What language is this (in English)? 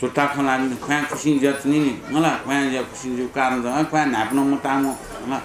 Newari